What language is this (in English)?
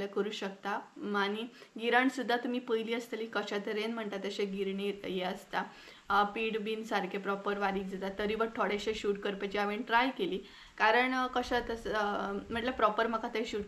Konkani